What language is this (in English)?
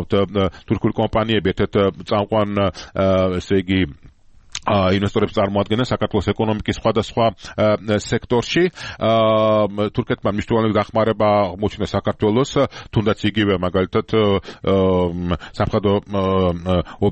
Georgian